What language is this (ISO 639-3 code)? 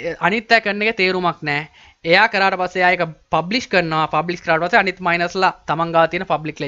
sin